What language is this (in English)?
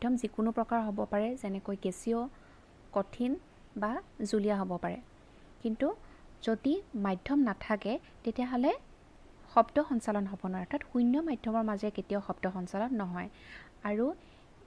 Assamese